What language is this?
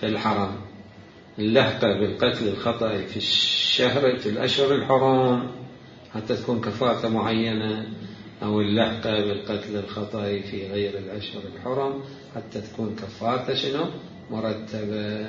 Mesopotamian Arabic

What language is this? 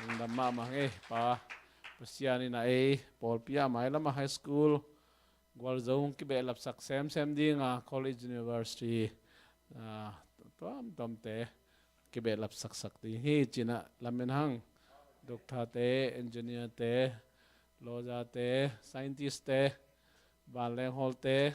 Tedim Chin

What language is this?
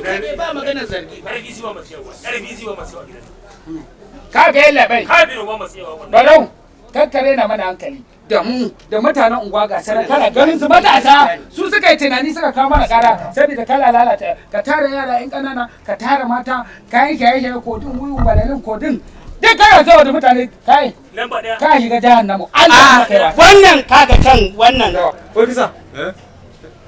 Hausa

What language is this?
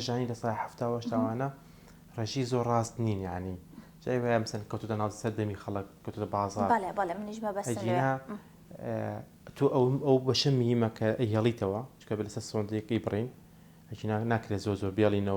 Central Kurdish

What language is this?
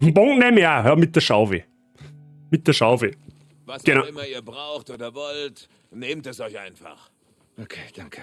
Bavarian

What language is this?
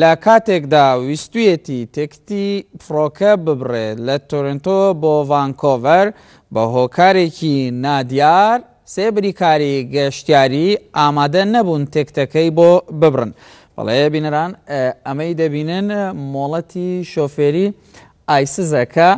Central Kurdish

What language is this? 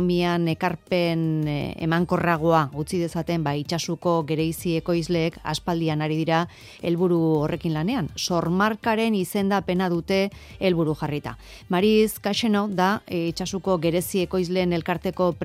Basque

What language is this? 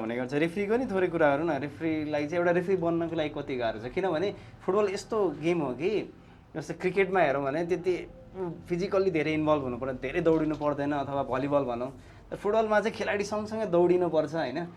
Nepali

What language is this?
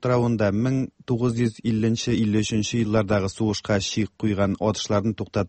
Tatar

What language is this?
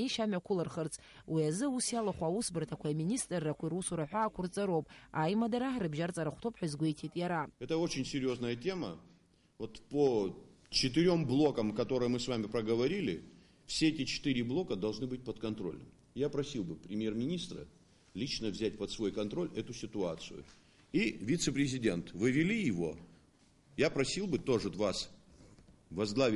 Abkhazian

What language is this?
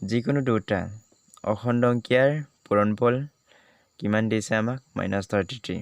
Assamese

